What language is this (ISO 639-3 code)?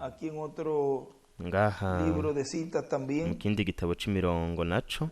run